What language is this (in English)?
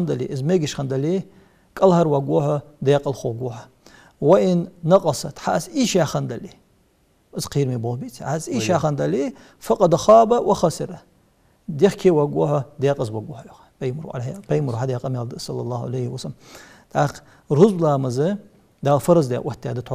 Ingush